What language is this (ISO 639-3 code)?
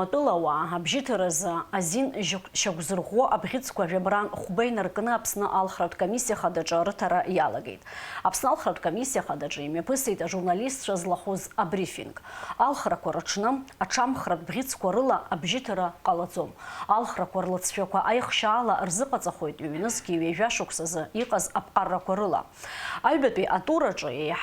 abk